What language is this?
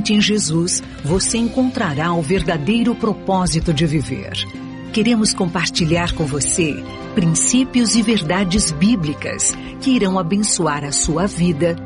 Portuguese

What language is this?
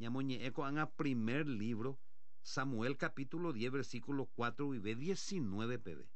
Guarani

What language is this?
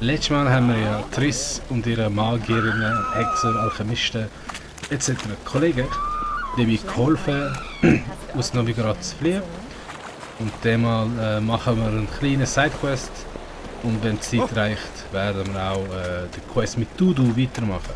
Swiss German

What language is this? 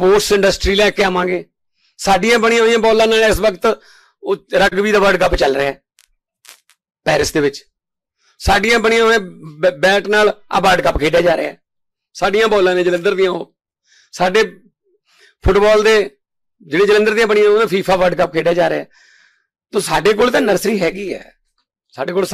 Punjabi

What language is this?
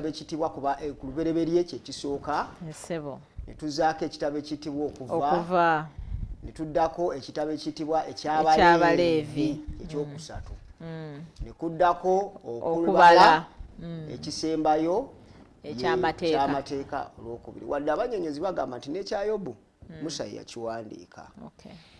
Ganda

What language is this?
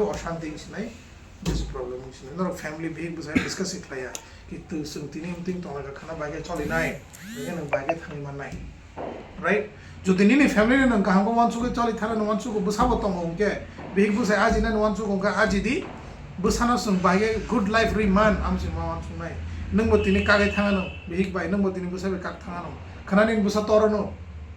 Kok Borok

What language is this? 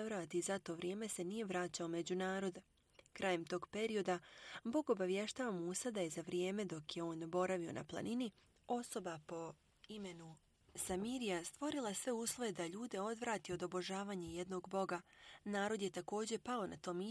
Bosnian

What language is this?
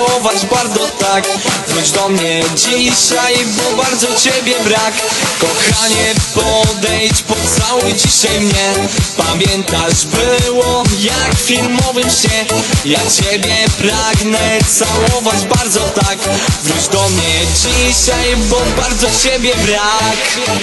Polish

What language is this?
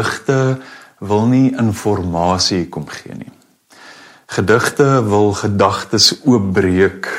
Afrikaans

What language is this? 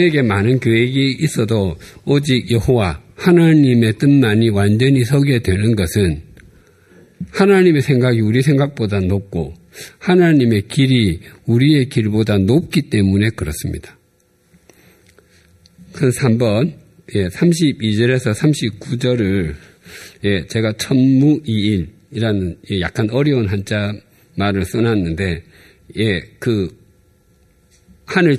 Korean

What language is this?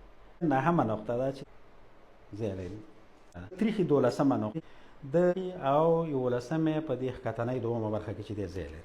Pashto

